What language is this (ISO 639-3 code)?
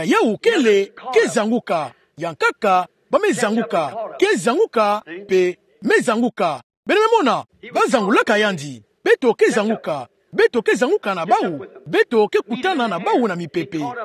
ktu